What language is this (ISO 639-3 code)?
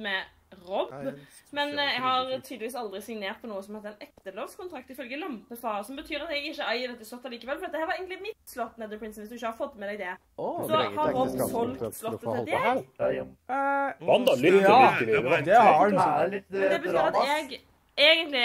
nor